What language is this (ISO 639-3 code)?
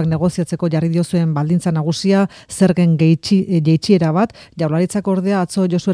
eus